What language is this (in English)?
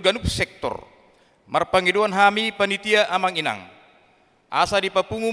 Batak Toba